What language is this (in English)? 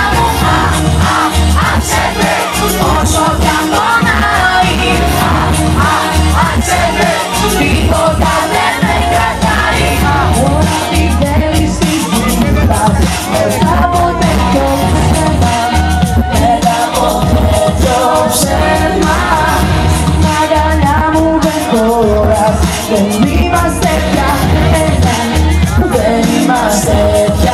Greek